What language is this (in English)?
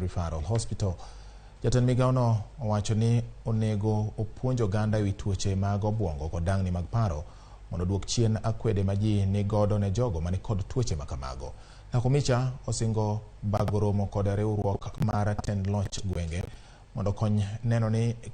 Luo (Kenya and Tanzania)